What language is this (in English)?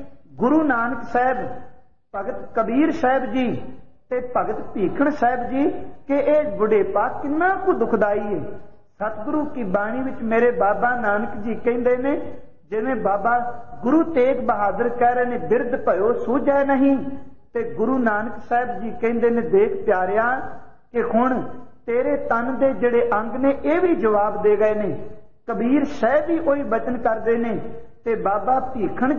Punjabi